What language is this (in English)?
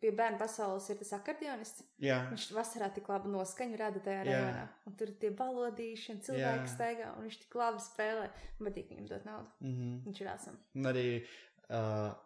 Latvian